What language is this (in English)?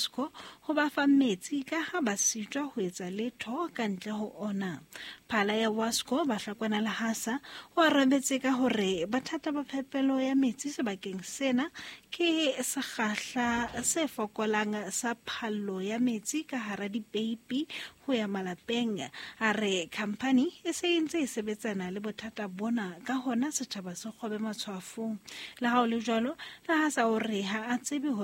Southern Sotho